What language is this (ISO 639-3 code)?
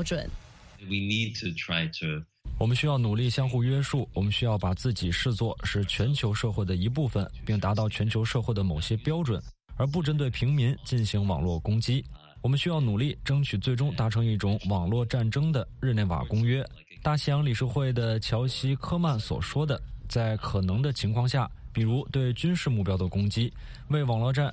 zho